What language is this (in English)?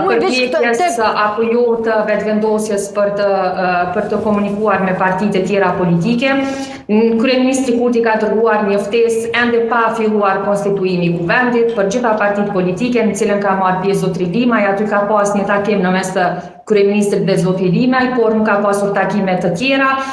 Albanian